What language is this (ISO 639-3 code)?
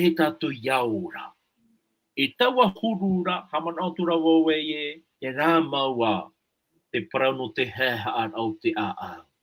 tah